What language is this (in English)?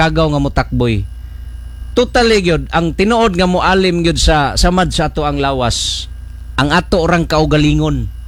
Cebuano